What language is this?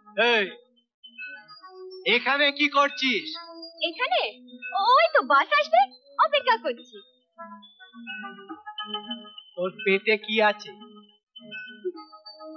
Bangla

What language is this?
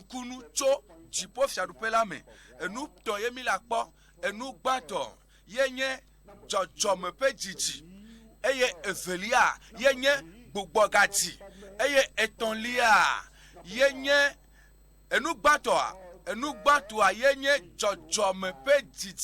Ewe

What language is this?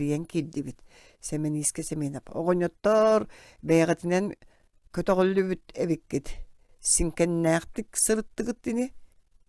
Yakut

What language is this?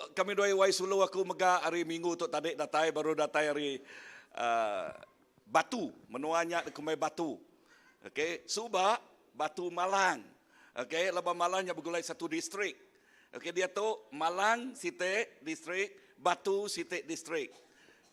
Iban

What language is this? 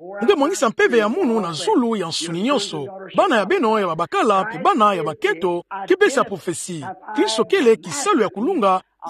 Kituba (Democratic Republic of Congo)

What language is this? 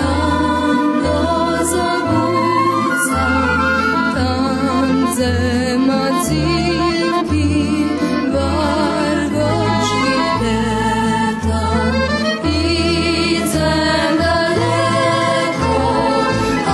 Rusyn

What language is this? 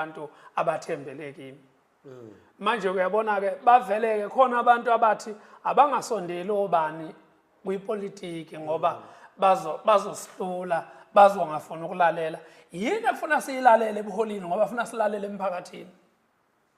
Zulu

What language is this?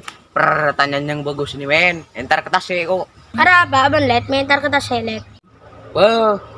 Madurese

